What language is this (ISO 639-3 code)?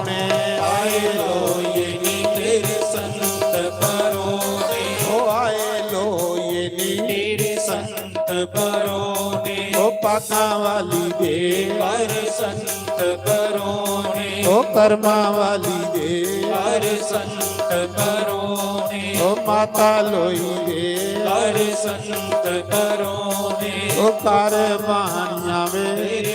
doi